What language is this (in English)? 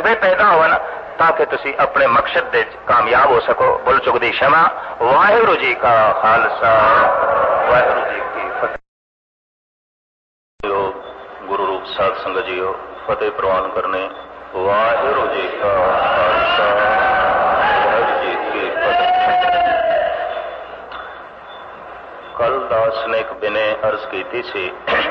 Punjabi